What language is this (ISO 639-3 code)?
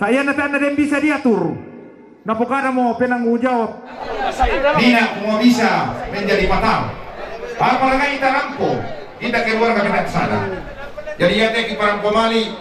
sda